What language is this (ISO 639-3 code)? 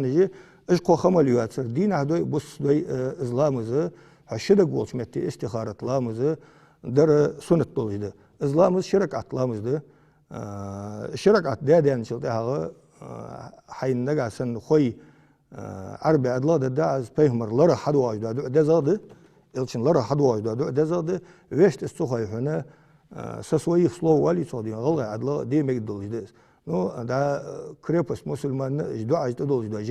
inh